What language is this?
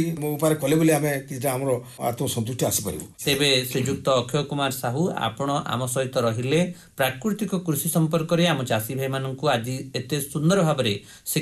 Odia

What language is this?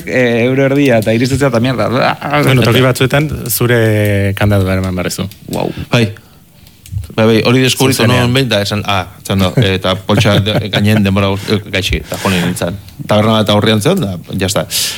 Basque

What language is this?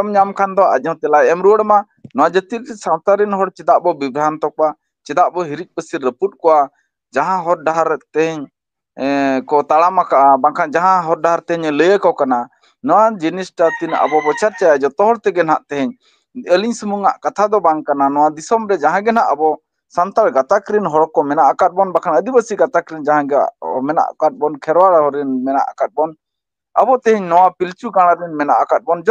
Santali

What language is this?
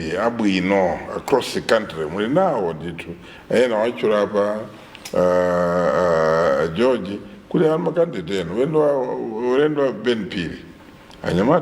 Nyanja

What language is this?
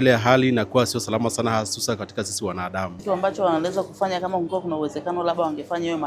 Swahili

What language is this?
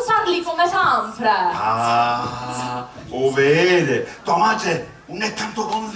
Sicilian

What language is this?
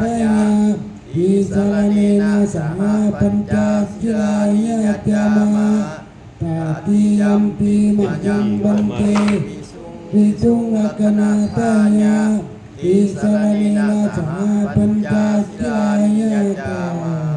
Pali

